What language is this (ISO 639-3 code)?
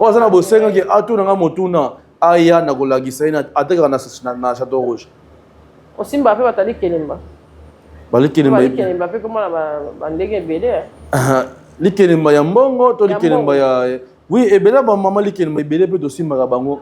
lin